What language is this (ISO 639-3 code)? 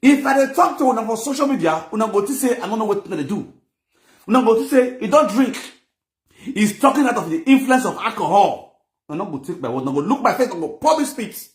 pcm